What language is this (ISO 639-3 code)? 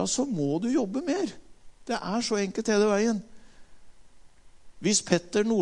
nor